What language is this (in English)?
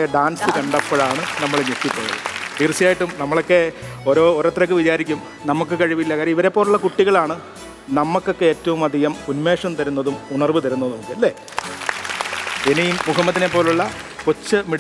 Malayalam